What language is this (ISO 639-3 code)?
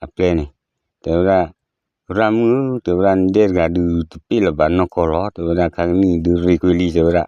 ksw